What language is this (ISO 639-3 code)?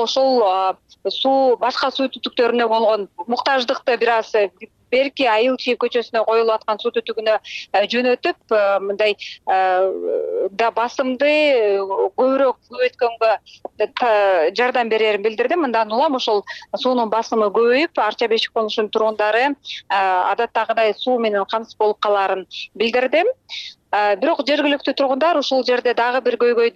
kir